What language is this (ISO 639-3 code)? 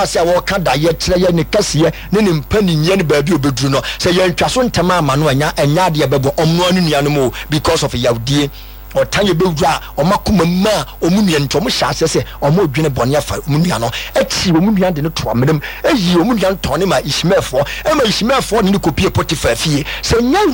aka